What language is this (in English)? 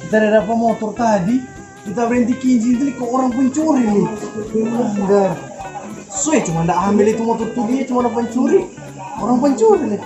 Manado Malay